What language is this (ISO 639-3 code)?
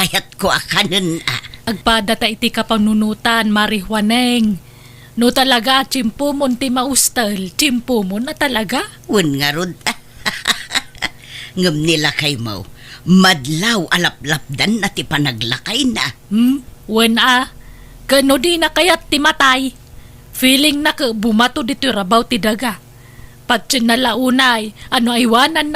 ilo